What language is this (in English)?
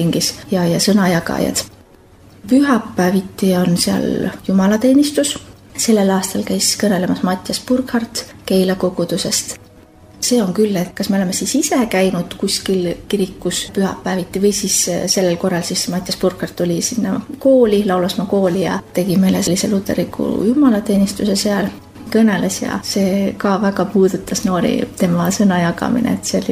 Estonian